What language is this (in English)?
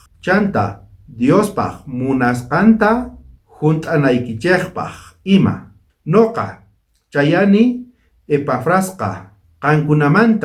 South Bolivian Quechua